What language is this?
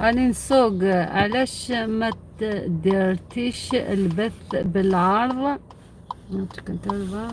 Algerian Arabic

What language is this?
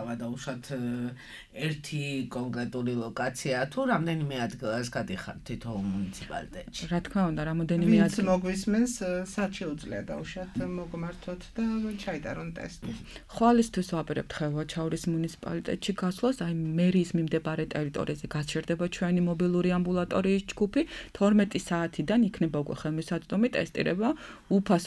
Georgian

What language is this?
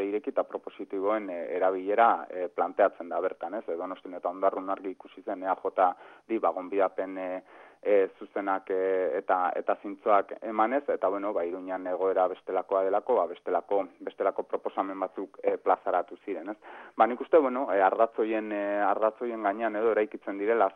Basque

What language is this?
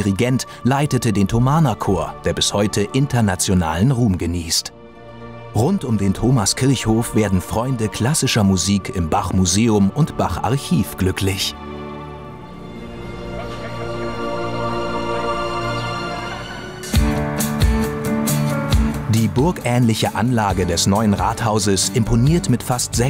German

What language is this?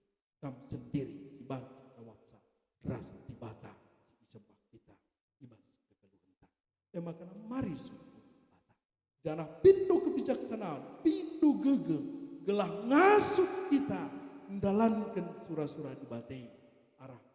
Batak Karo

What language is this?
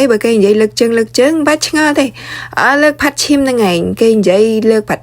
Khmer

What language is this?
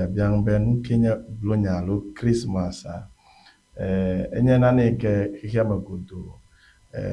Ewe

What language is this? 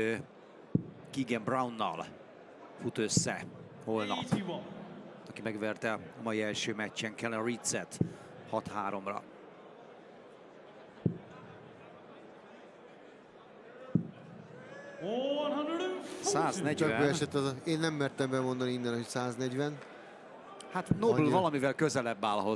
Hungarian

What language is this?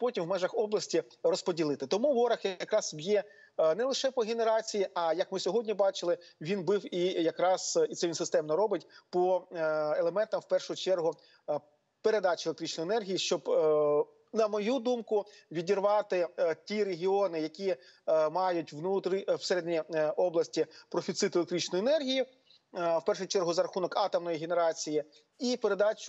Ukrainian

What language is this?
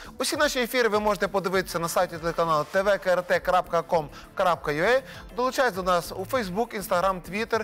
Ukrainian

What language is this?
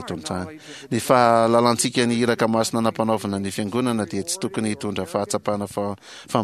Malagasy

